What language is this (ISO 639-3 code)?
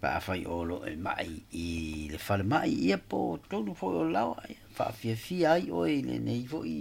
smo